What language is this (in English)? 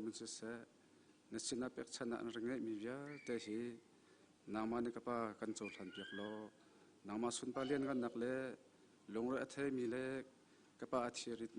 Hakha Chin